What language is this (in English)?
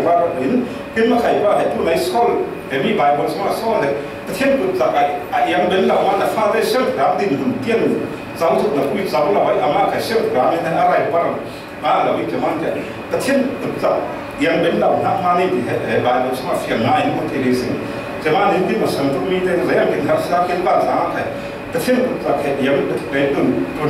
Falam Chin